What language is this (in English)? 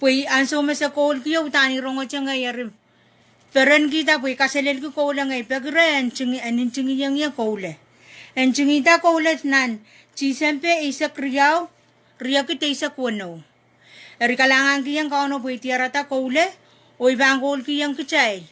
Pohnpeian